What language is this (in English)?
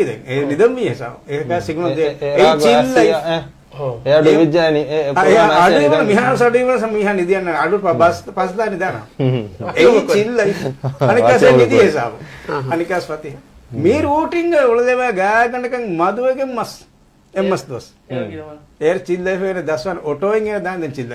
Divehi